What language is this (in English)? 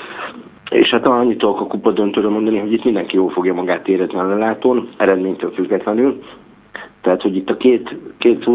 Hungarian